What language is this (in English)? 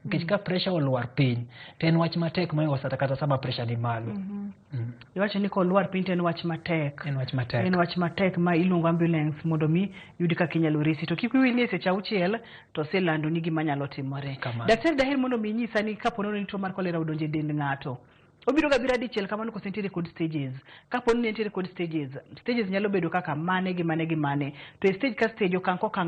Luo (Kenya and Tanzania)